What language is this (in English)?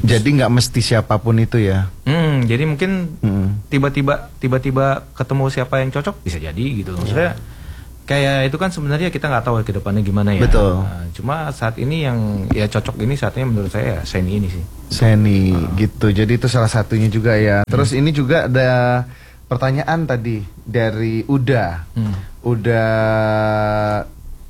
Indonesian